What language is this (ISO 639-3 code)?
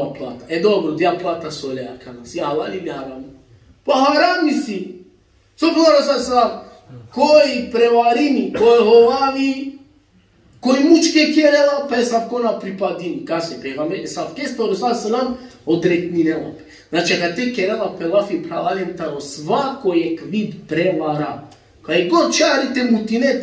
rmn